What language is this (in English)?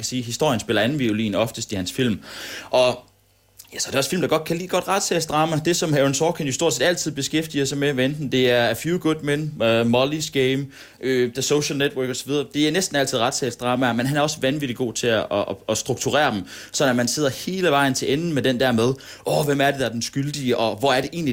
Danish